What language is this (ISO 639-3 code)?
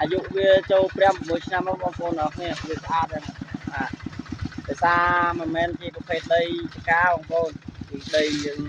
khm